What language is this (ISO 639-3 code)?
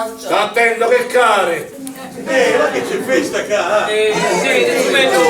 scn